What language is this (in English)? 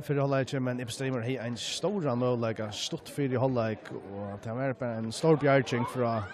Faroese